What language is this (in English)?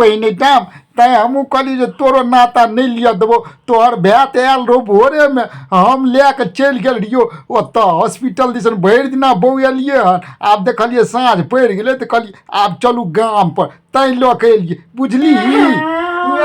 Maithili